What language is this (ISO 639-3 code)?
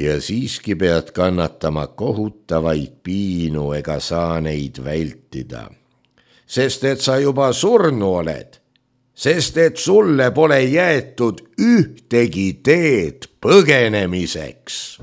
est